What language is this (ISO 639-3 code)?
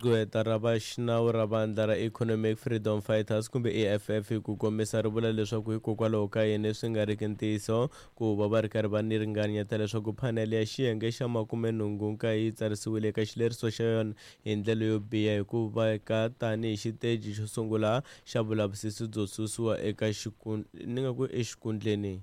tso